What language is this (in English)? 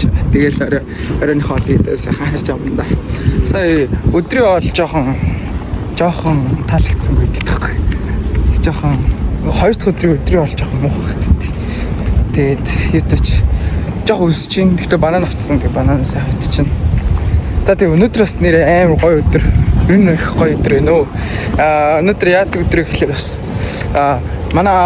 Mongolian